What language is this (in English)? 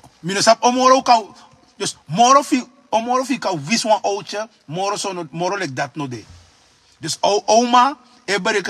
Sranan Tongo